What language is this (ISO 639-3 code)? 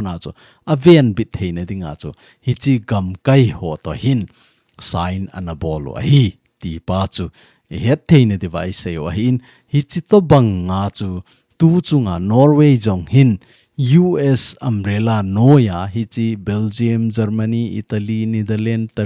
tcz